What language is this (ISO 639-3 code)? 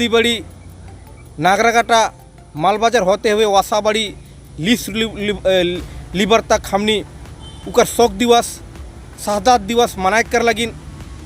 sck